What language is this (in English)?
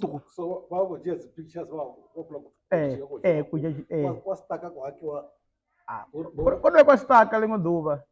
Venda